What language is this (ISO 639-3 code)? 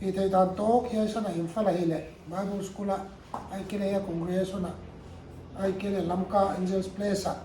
pck